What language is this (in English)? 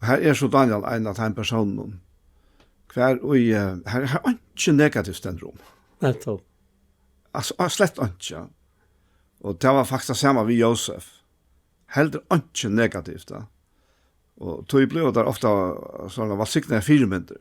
Faroese